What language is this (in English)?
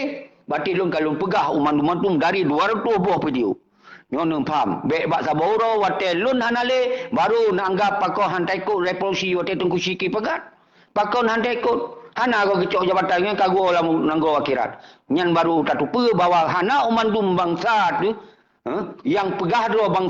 Achinese